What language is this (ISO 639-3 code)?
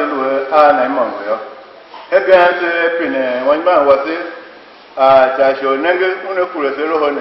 tiv